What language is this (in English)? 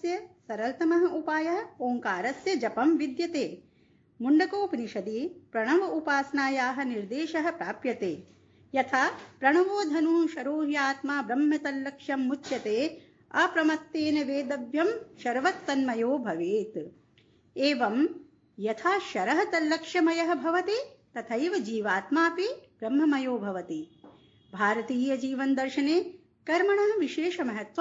Sanskrit